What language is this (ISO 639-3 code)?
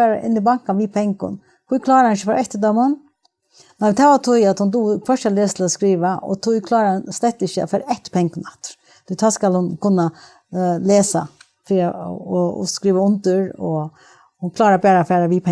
fao